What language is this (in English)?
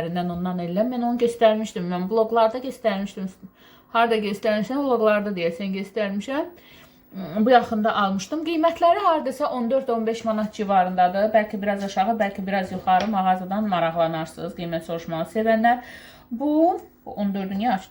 Azerbaijani